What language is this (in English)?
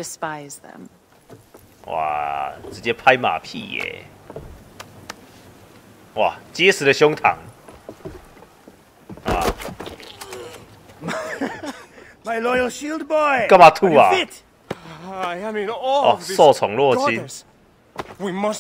Chinese